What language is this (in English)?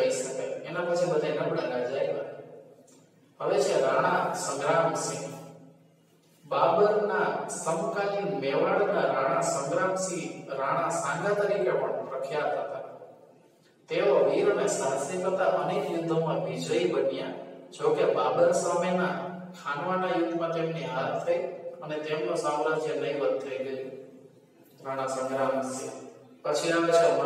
Gujarati